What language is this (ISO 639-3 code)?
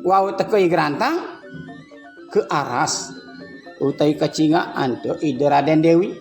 ban